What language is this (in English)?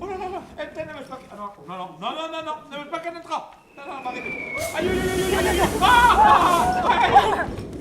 Breton